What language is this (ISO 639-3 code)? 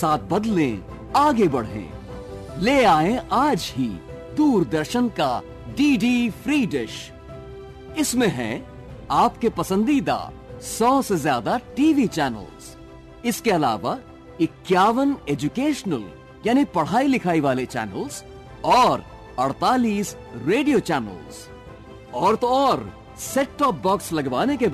hin